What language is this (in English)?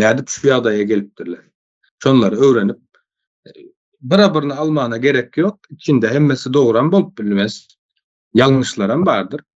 Turkmen